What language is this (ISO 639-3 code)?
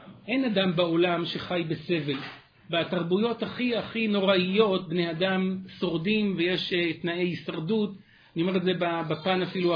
heb